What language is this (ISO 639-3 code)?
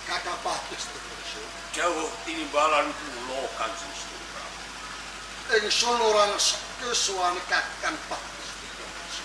jav